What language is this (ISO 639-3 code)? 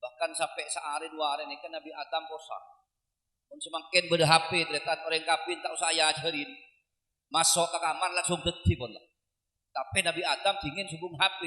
mad